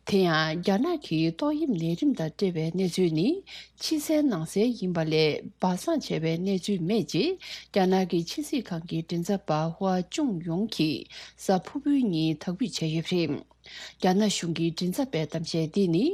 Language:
Tibetan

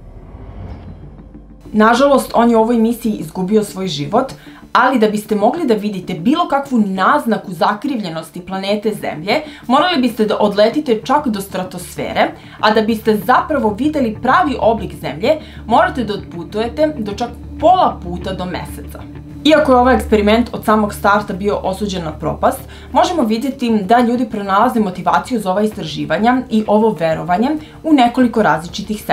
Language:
Serbian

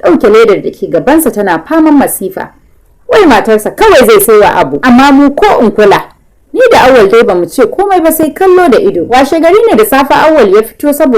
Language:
Hausa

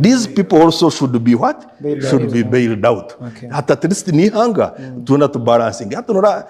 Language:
Nyankole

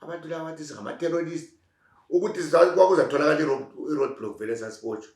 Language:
North Ndebele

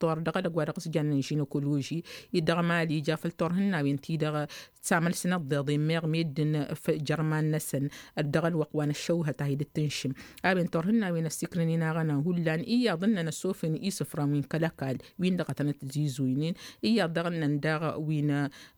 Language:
Tamasheq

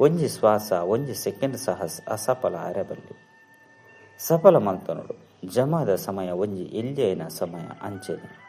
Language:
Tulu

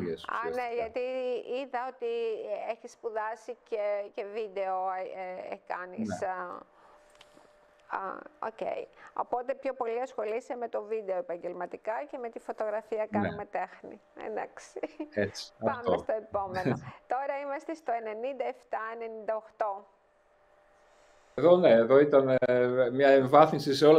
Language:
Greek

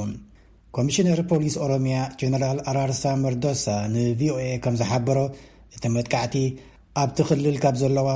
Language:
Tigrinya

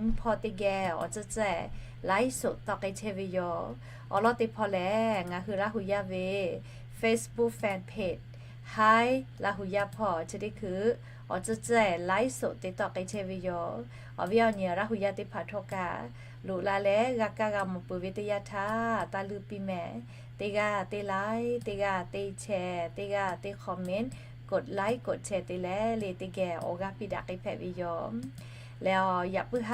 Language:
Lahu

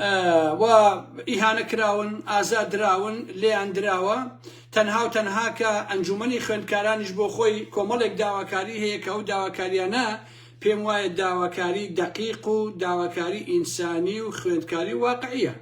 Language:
Central Kurdish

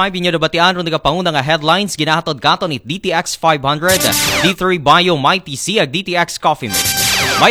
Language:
Aklanon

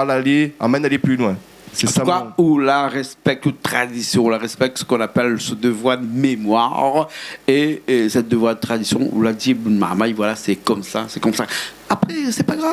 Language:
Réunion Creole French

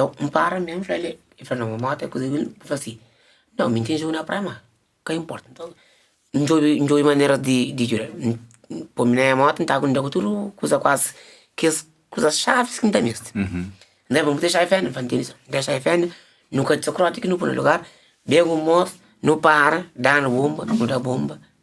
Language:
Kabuverdianu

